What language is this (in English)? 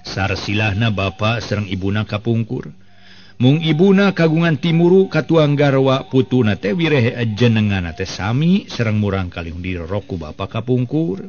Sundanese